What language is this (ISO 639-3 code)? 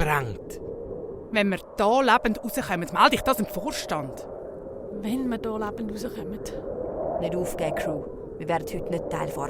gsw